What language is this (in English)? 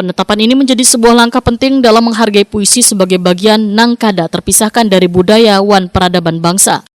Banjar